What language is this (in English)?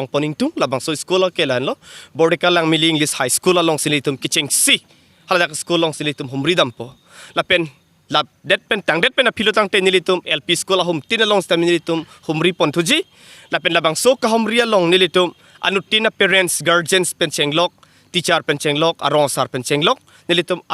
Karbi